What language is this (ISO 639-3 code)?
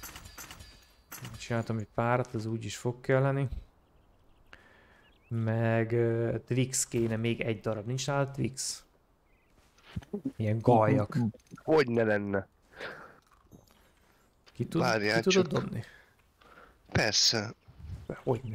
hun